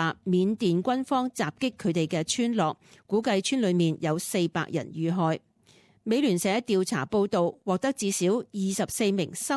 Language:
Cantonese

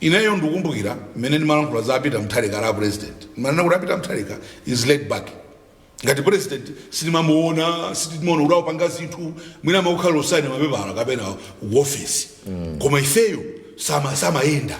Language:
Nyanja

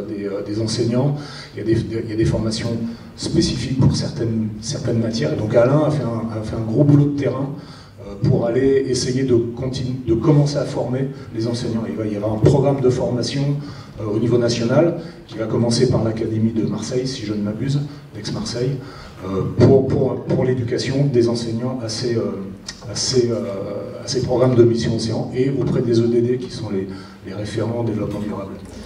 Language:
French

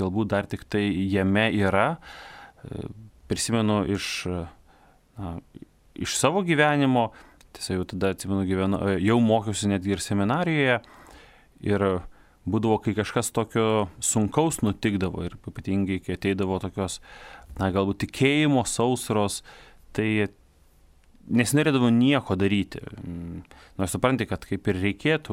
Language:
Lithuanian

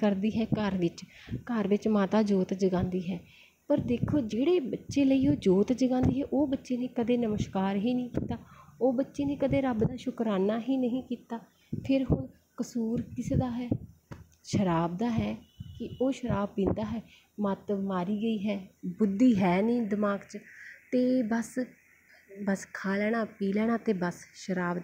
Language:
Punjabi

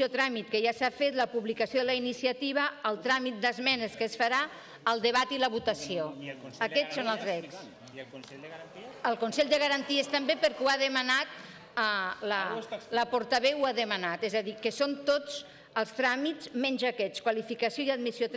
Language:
Catalan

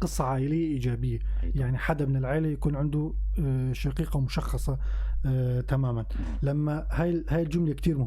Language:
North Levantine Arabic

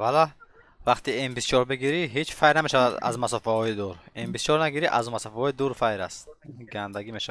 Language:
Persian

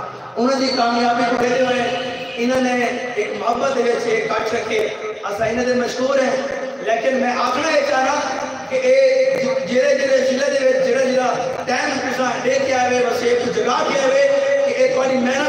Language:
Saraiki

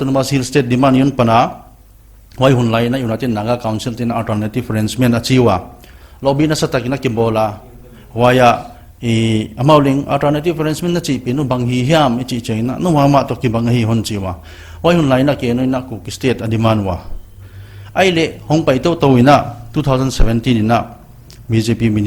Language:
Paite Chin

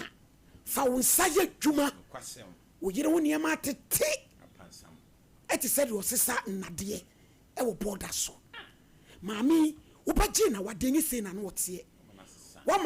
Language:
Akan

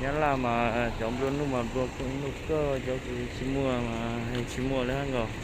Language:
Hmong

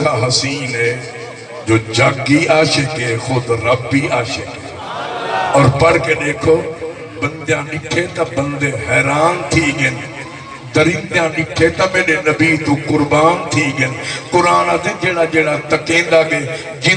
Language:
Saraiki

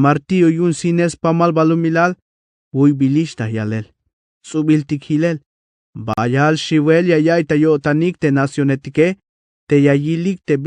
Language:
Tzeltal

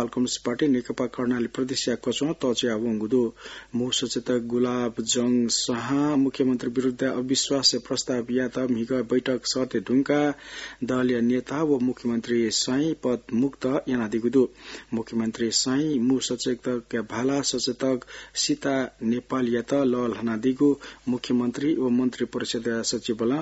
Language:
Newari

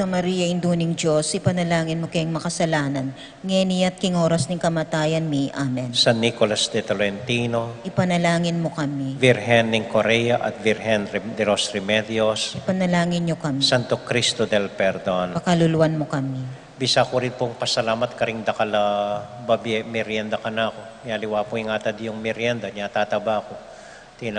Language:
Pampanga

